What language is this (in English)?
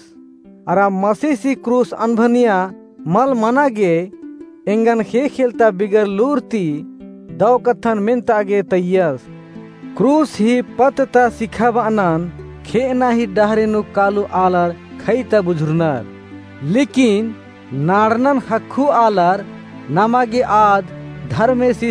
Kurukh